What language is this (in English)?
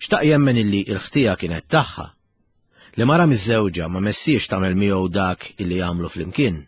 Maltese